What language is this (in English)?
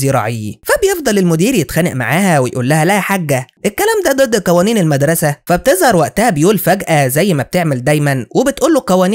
Egyptian Arabic